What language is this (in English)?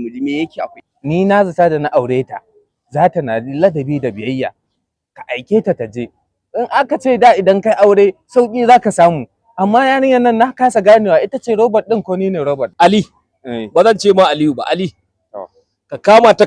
Hausa